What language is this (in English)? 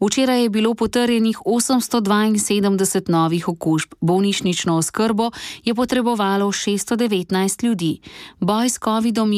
Slovenian